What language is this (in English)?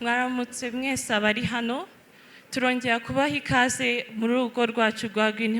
Kinyarwanda